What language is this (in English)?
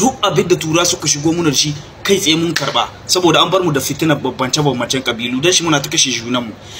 Hausa